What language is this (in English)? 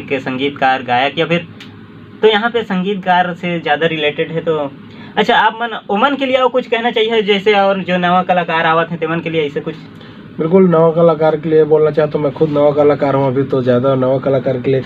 Chhattisgarhi